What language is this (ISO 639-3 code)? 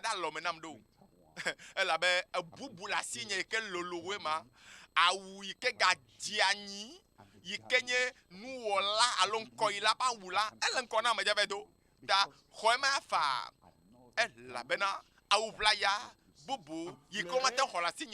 ewe